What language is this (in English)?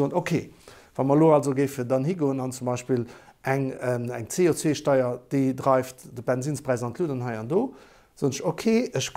Luxembourgish